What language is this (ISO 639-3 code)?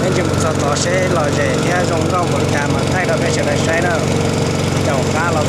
hmn